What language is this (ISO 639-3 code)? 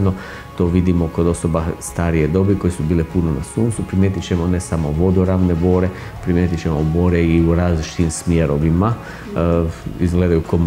hrv